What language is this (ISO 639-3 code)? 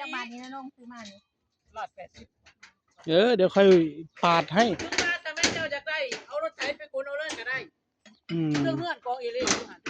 tts